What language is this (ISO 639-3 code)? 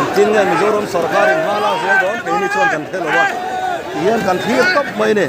lus